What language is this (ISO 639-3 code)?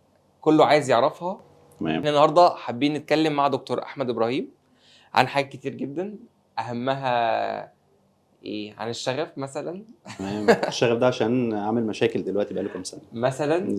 arz